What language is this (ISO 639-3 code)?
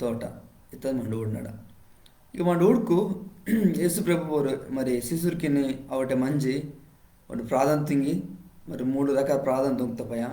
kff